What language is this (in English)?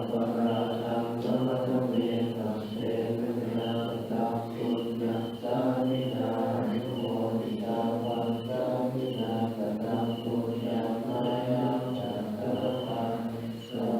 Pali